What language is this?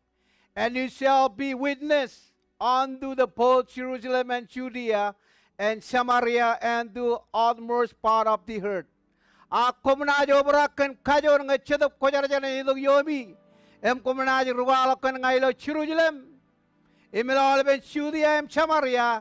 Marshallese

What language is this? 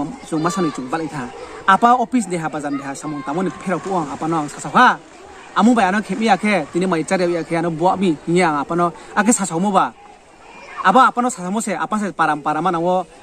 Riang (India)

